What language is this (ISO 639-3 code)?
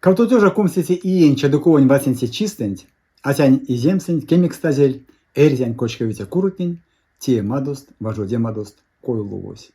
myv